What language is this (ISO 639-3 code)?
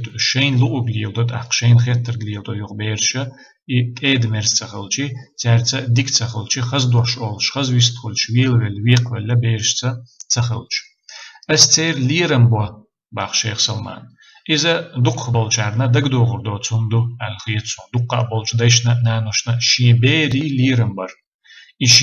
che